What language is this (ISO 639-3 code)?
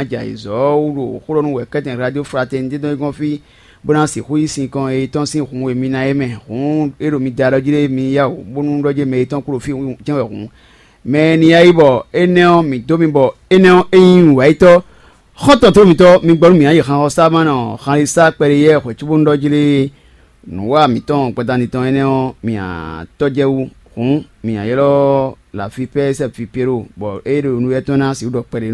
fon